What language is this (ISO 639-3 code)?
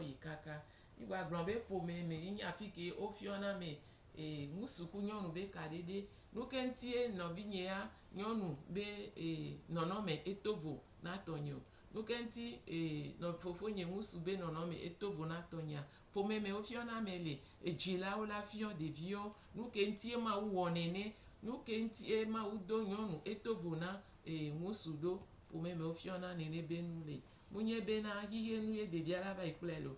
gej